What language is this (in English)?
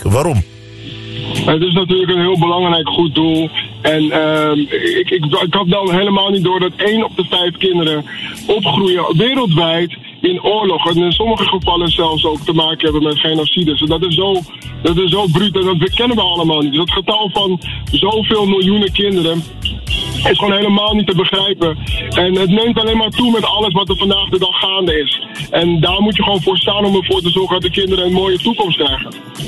Dutch